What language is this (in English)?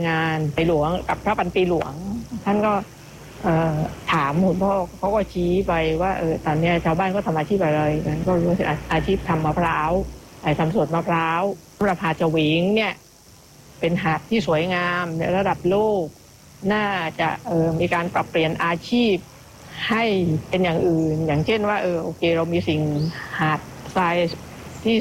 Thai